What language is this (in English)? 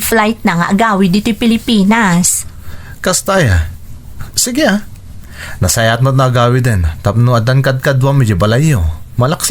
Iloko